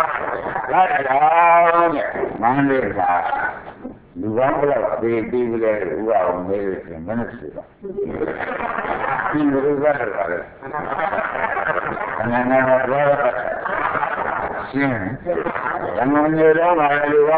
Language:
Burmese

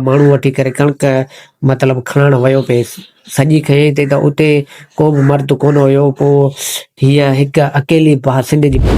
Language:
Sindhi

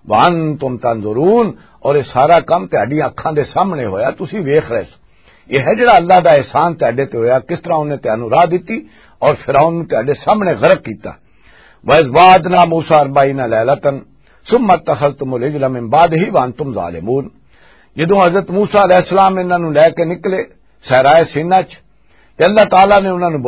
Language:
Western Panjabi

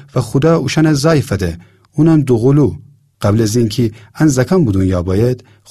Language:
Gilaki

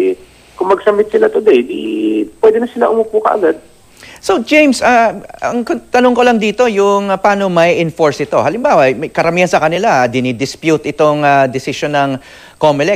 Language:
Filipino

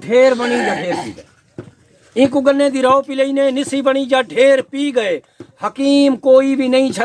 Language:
Saraiki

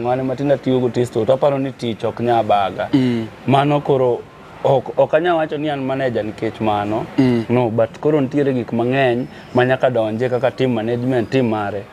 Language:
Luo (Kenya and Tanzania)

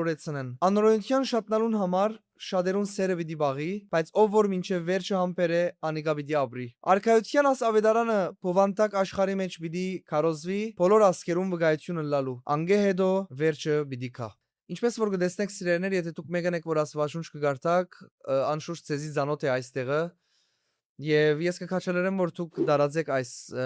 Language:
Western Armenian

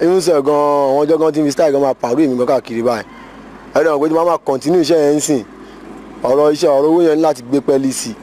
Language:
Yoruba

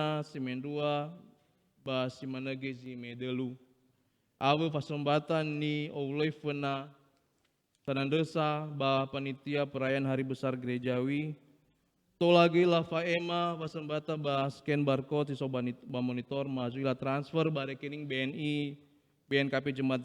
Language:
Nias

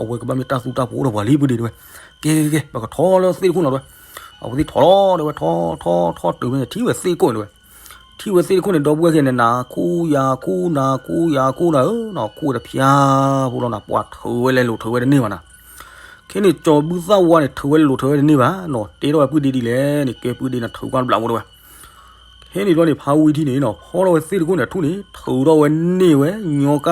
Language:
S'gaw Karen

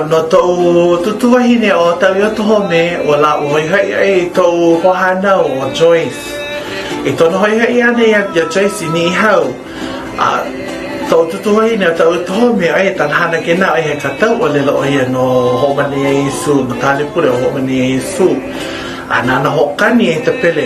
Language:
Hawaiian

